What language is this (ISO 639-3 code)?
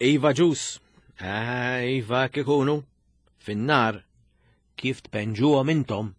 mlt